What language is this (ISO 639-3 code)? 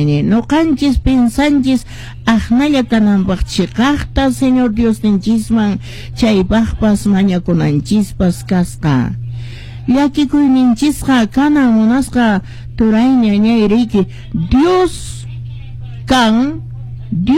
que